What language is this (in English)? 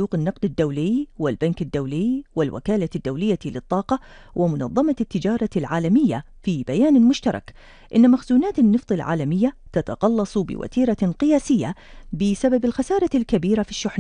Arabic